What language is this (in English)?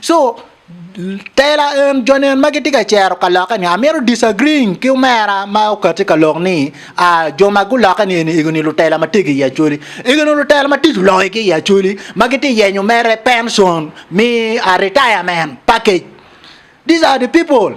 Acoli